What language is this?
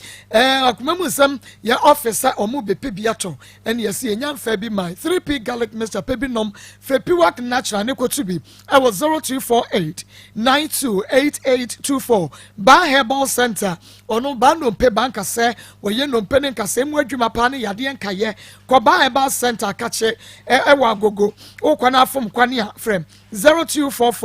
Akan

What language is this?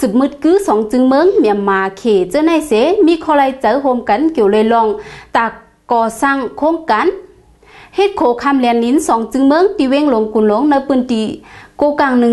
Shan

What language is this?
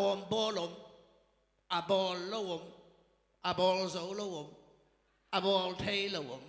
Tedim Chin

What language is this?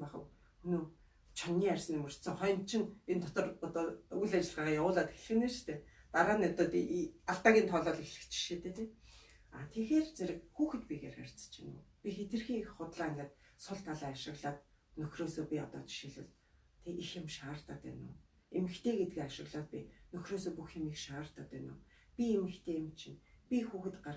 Mongolian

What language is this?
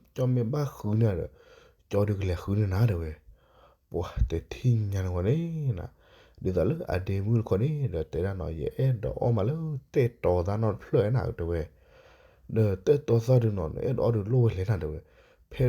S'gaw Karen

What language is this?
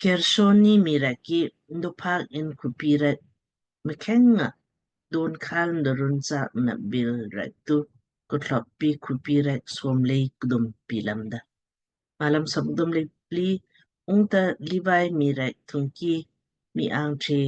Lamkang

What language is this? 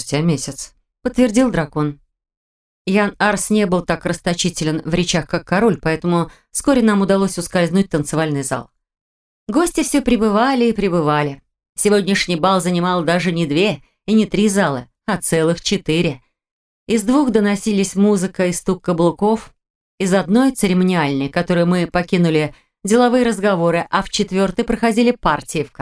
Russian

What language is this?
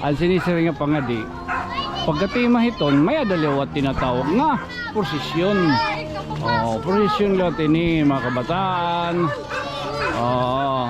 Waray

